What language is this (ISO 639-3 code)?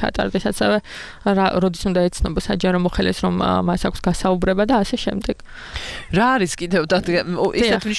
kat